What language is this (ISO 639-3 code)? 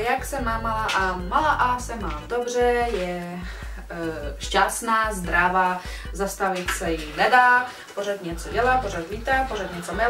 ces